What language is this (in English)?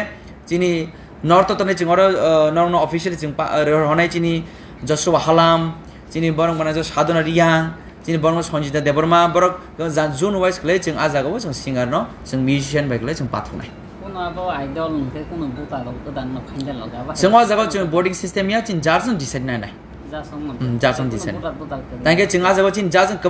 Kok Borok